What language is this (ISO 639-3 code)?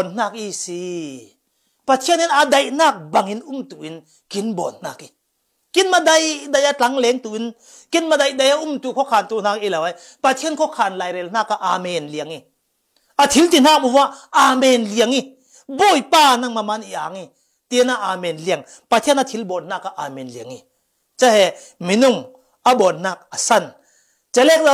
cfm